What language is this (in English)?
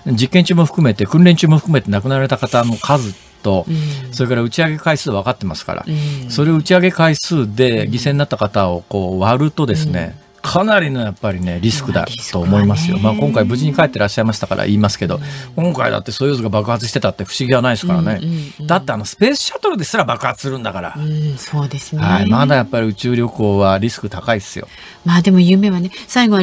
Japanese